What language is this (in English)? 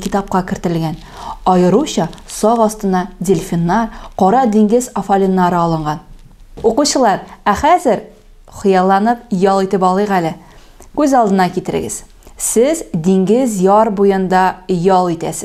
Tatar